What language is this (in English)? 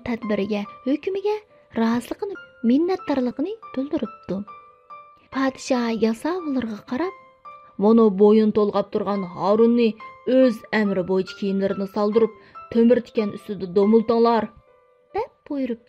Uyghur